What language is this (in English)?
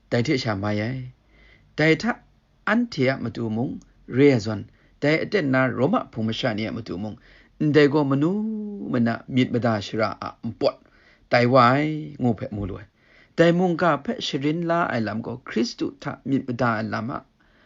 Kachin